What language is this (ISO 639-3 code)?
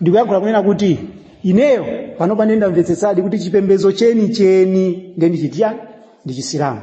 nya